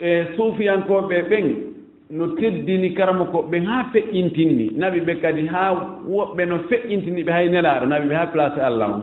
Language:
Fula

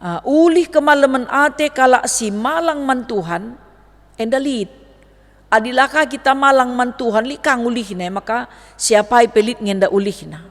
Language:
Batak Karo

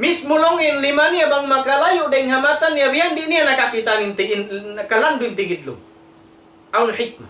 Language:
Tausug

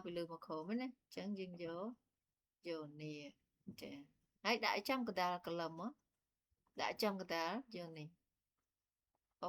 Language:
Khmer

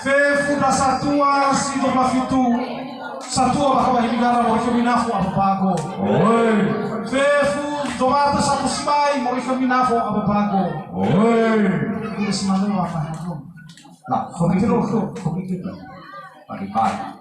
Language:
Nias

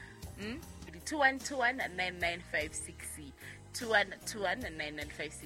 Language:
Southern Sotho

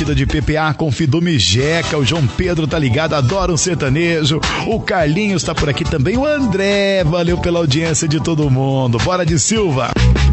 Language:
Portuguese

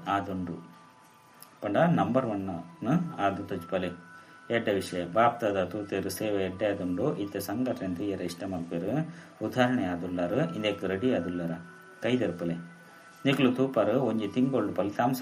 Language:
Tulu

